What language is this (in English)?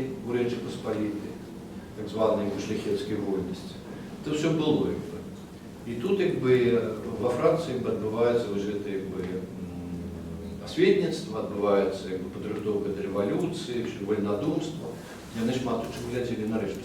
Belarusian